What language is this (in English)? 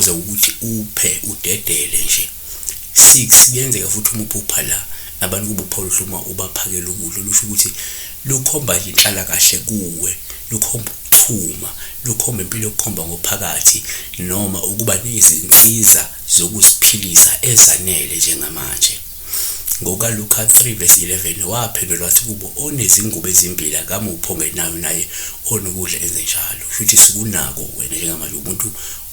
Zulu